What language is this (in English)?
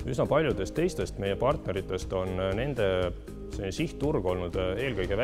Estonian